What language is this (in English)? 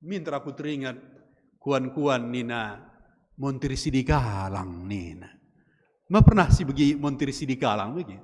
Batak Karo